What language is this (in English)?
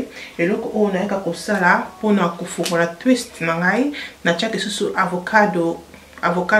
Lingala